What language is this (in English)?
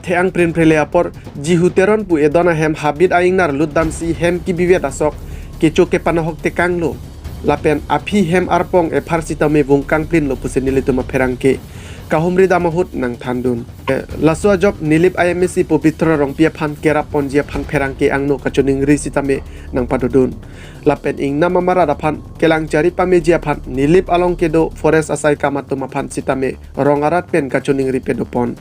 Karbi